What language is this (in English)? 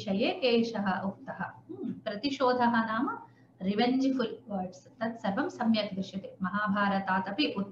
Sanskrit